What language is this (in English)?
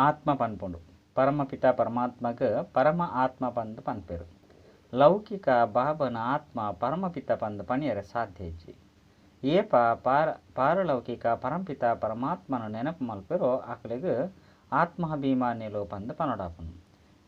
Tulu